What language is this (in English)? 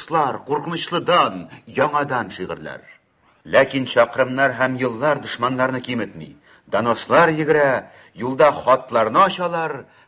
Tatar